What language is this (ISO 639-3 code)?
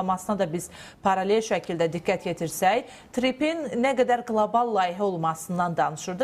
aze